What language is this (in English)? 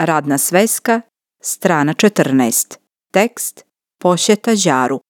Croatian